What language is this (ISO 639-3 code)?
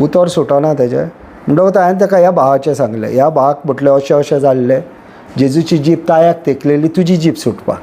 kok